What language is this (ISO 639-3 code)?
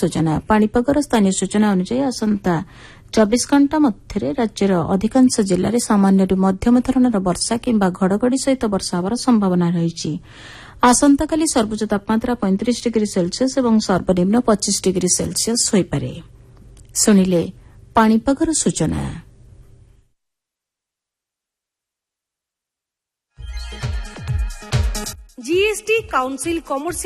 ori